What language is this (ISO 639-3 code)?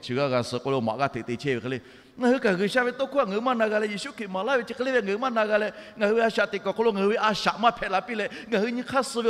lhu